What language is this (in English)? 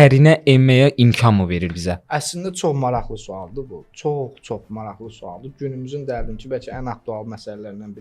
Azerbaijani